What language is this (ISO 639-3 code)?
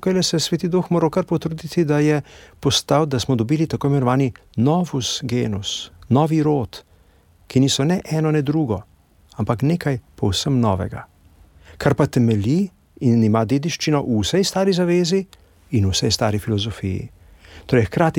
slv